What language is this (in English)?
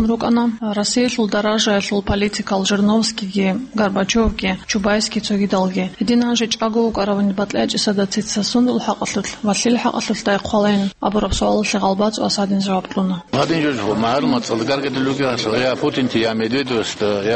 Avaric